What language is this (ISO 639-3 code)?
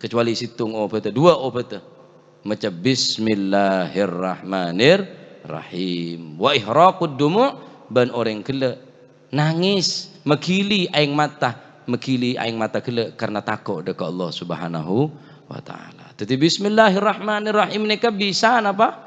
mad